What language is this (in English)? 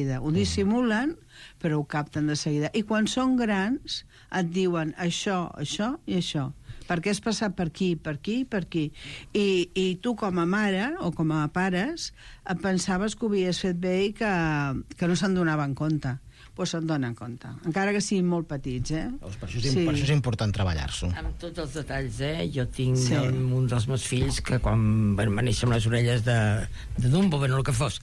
Catalan